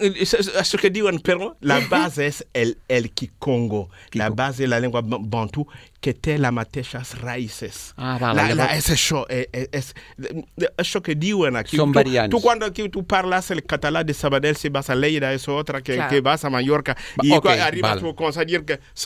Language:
Catalan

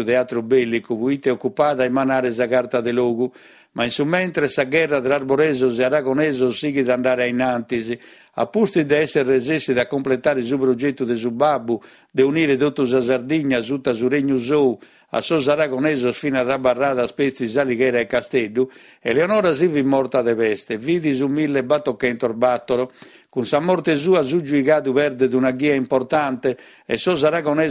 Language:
Sardinian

